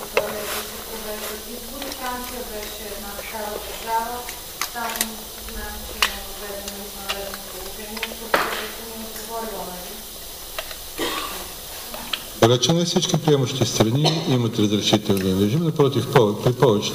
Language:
Bulgarian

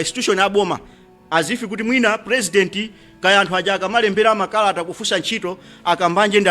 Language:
Nyanja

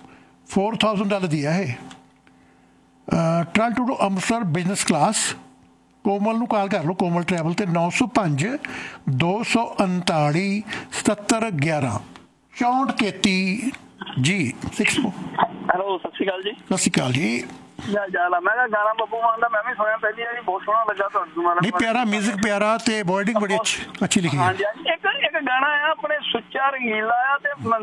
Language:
Punjabi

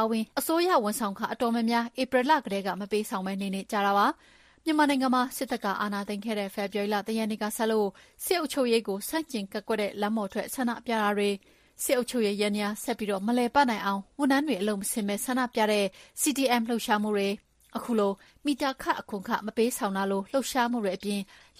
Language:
Burmese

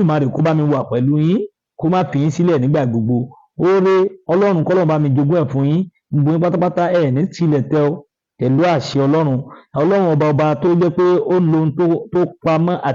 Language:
Yoruba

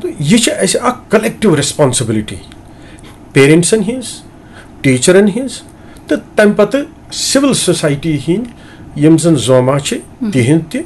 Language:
Kashmiri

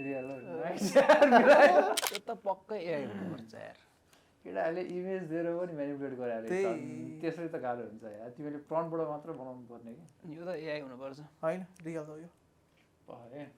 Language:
Nepali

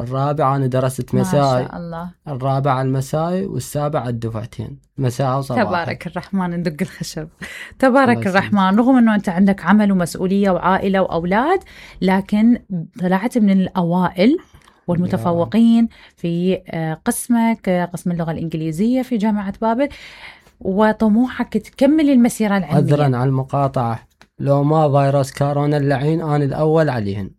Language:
Mesopotamian Arabic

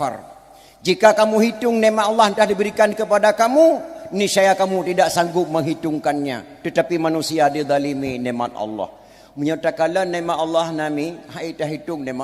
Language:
Achinese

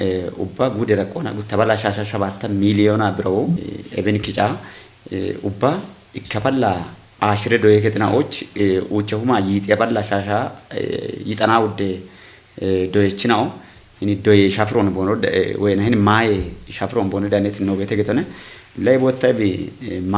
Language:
Kafa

